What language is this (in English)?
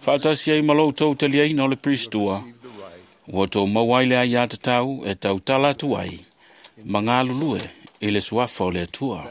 Samoan